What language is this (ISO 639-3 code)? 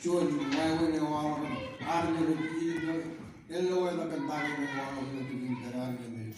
mah